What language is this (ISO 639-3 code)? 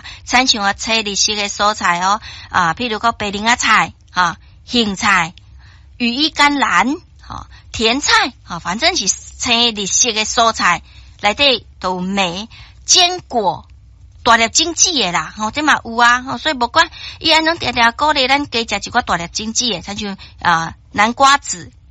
nan